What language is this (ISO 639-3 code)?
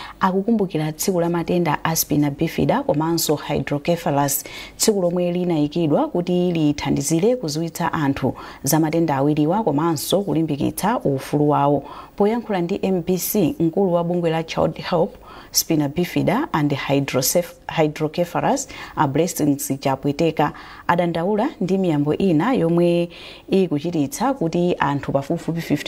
nya